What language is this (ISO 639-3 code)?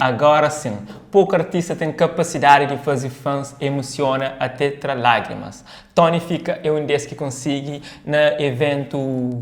kea